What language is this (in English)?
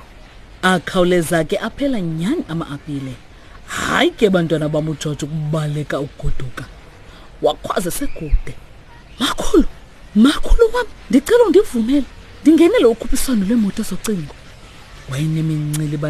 Xhosa